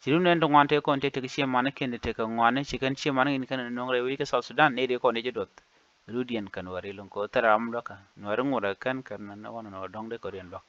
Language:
Nuer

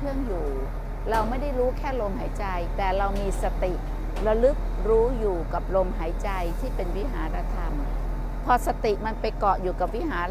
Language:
Thai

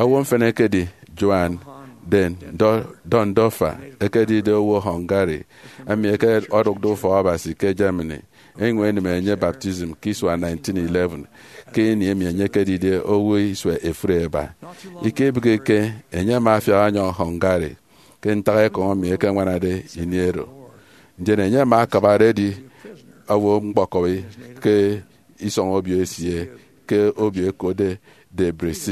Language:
Efik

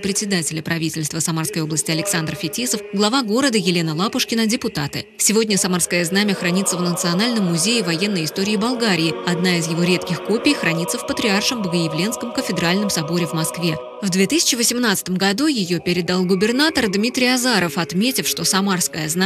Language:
Russian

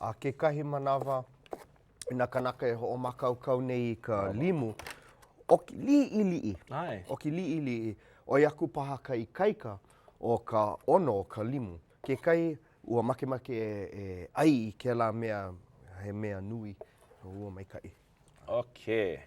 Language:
Hawaiian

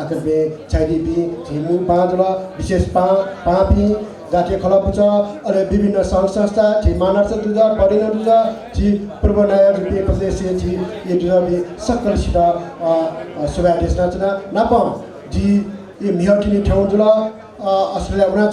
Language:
Newari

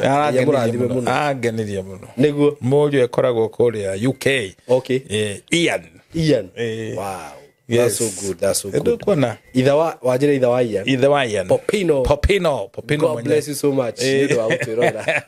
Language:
Kikuyu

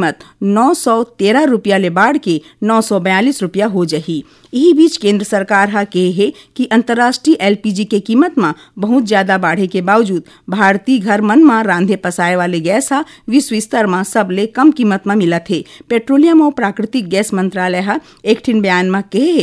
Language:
Chhattisgarhi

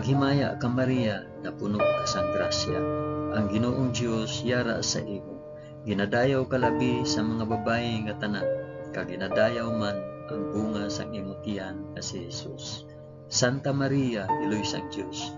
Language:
Hiligaynon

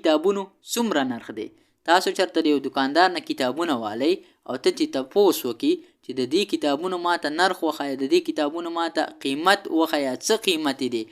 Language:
Pashto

